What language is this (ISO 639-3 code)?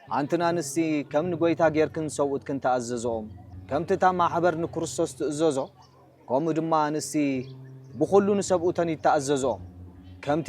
tir